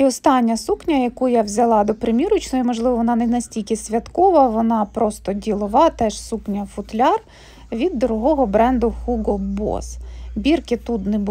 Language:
Ukrainian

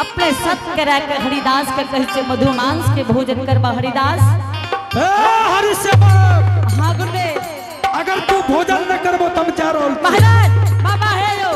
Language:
Angika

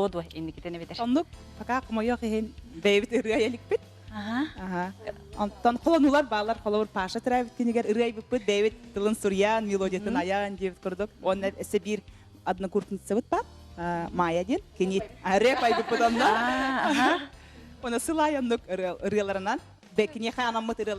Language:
Yakut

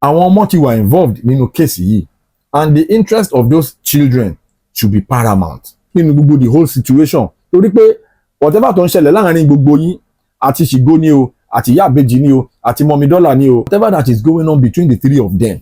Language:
Yoruba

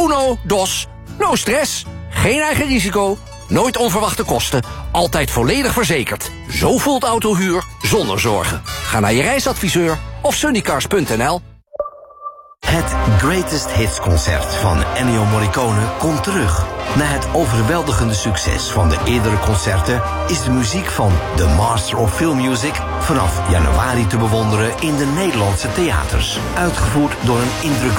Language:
Dutch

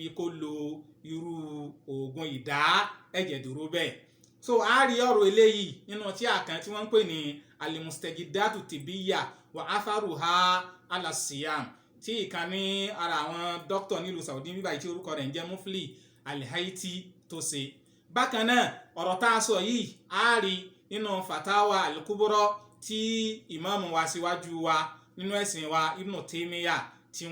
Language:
Yoruba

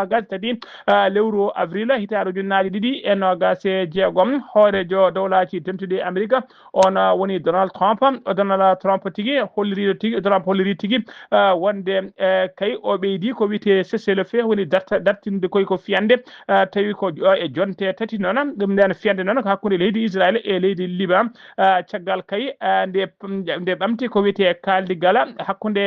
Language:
Fula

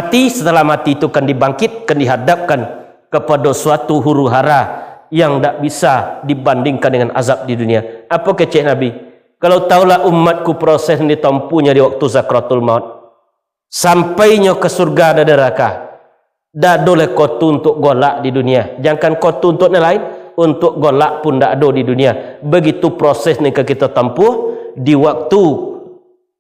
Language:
Minangkabau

